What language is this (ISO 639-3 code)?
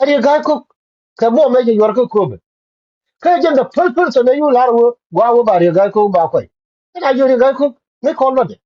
nus